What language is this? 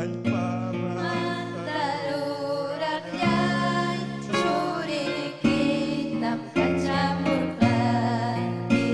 Ayacucho Quechua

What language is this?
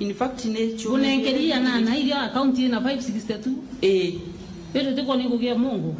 Meru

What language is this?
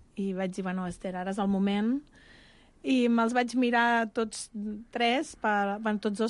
Catalan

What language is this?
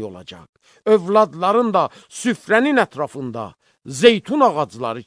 Azerbaijani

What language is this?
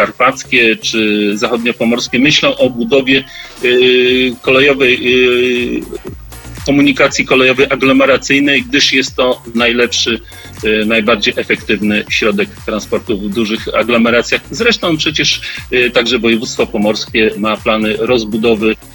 Polish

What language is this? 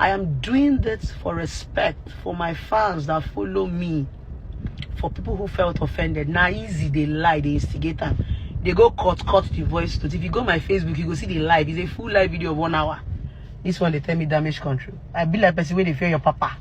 Nigerian Pidgin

